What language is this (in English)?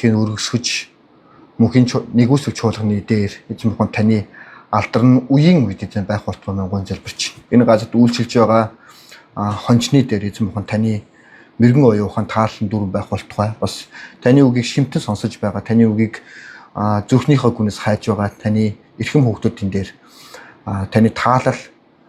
Mongolian